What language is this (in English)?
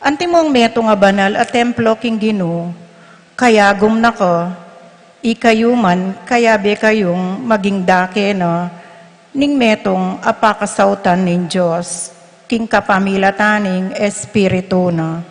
Pampanga